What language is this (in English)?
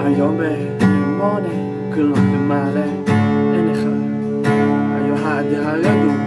Akha